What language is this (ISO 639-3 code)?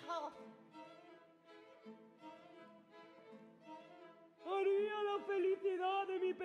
spa